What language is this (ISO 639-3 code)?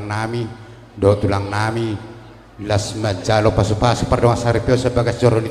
bbc